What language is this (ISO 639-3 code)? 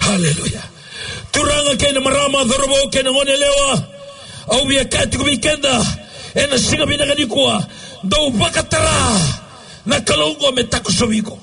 fij